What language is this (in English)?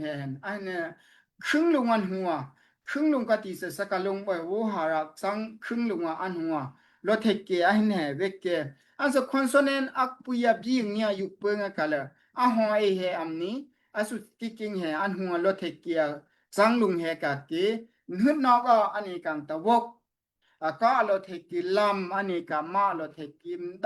Daai Chin